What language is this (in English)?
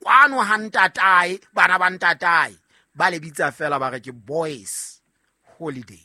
Southern Sotho